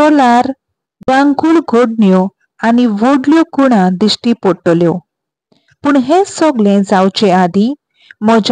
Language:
Konkani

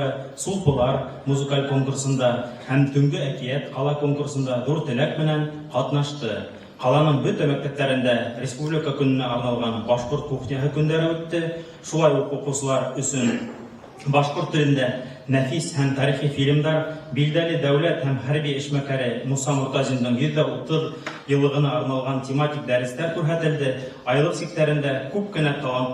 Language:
Bashkir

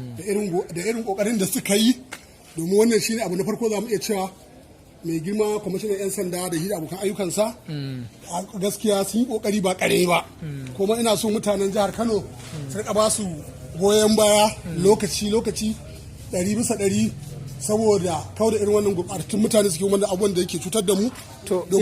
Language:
Hausa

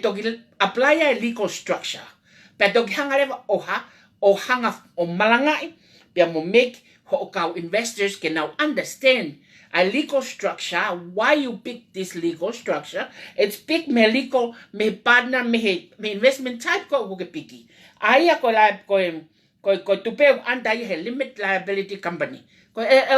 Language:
Tongan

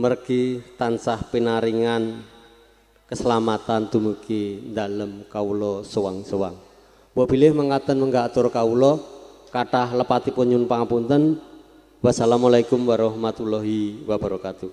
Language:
Javanese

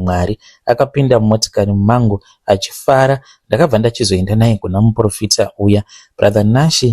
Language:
Shona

